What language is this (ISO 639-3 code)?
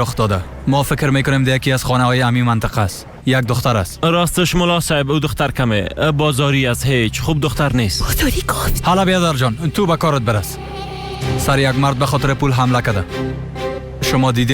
fas